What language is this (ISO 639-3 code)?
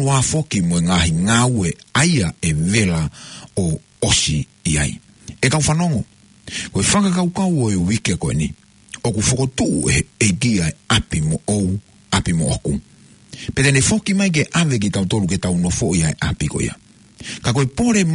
ton